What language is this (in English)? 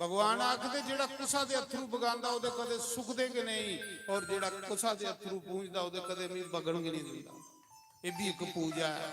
Dogri